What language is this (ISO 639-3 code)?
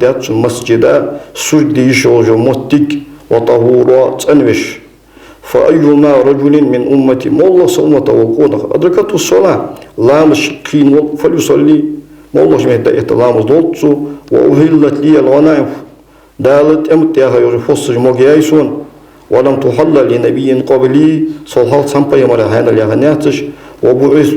inh